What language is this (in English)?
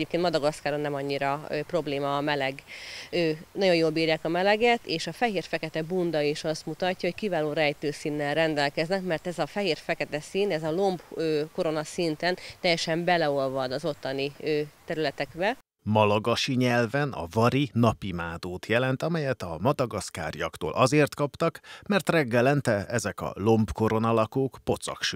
Hungarian